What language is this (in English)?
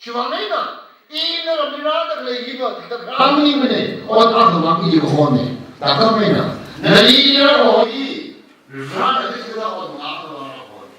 Tangkhul Naga (India)